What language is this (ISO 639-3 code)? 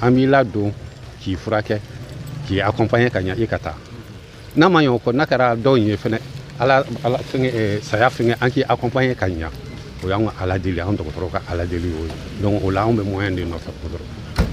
bam